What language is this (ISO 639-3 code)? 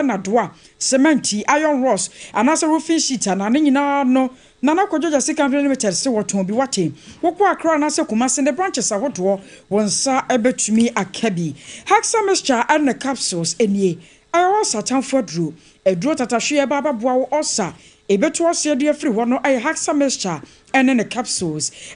aka